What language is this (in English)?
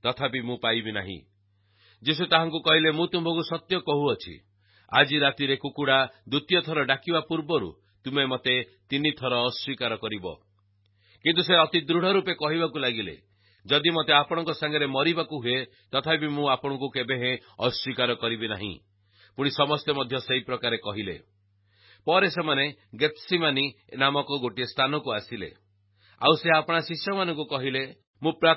Odia